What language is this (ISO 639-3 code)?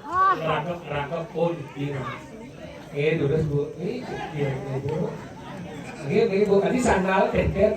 ban